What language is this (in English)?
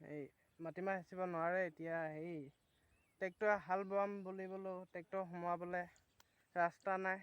Assamese